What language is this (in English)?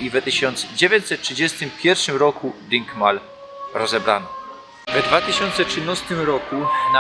Silesian